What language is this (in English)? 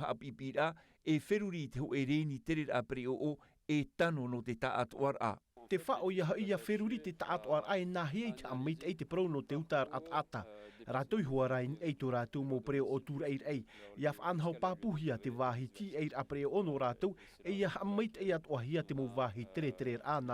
Tahitian